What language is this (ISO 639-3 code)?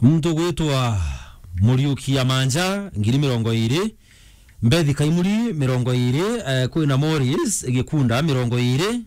mer